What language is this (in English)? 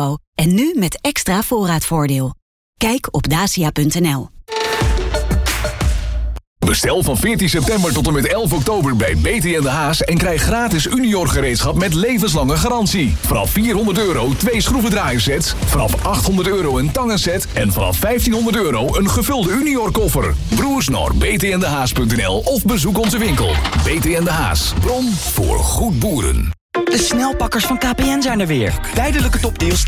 Dutch